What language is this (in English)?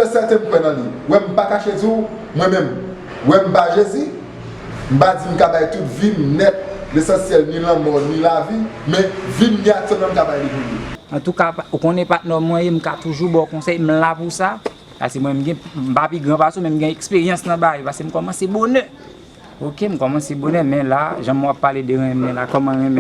Haitian Creole